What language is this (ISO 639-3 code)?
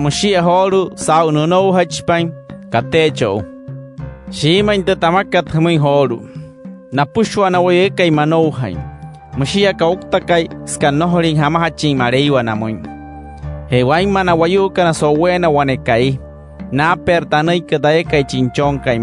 guc